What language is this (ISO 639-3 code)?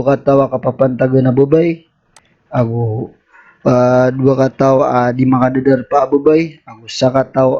mrw